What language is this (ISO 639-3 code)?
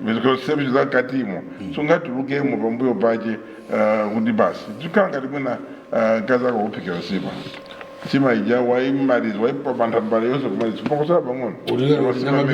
nya